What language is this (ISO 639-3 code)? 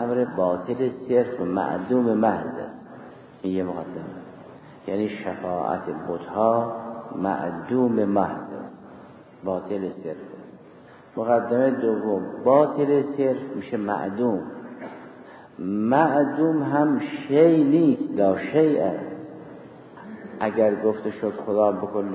fas